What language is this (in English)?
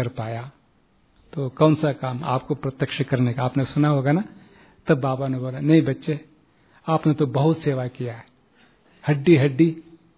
Hindi